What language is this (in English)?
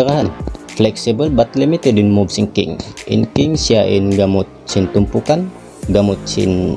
Tausug